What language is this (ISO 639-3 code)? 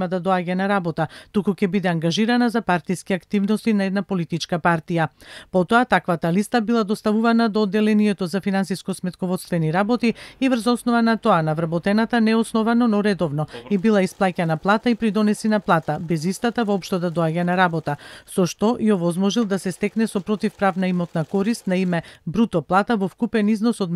mkd